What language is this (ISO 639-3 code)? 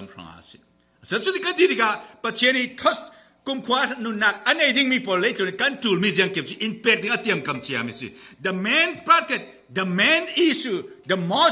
cfm